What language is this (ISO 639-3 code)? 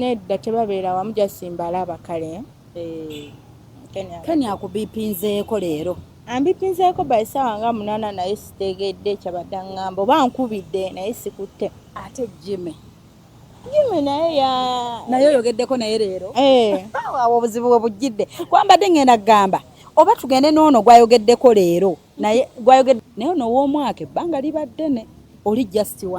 lug